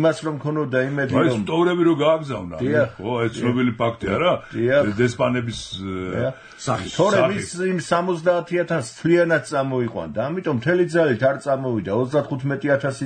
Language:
Georgian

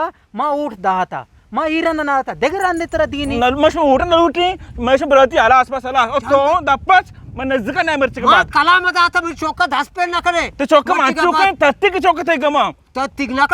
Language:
Eastern Balochi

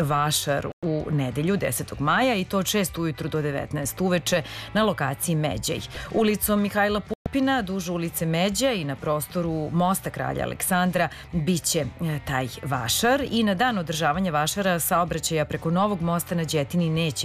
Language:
Serbian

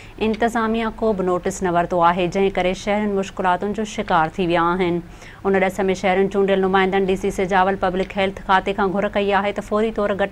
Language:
Sindhi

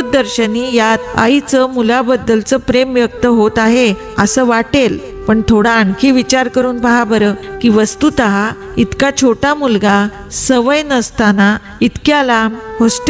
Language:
Marathi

